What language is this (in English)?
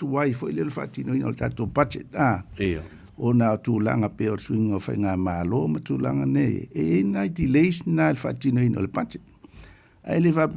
Samoan